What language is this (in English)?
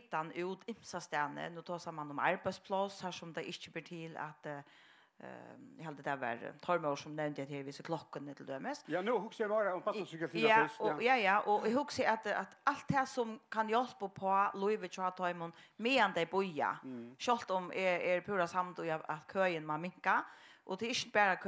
Faroese